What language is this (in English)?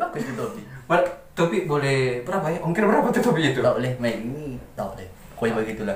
Manado Malay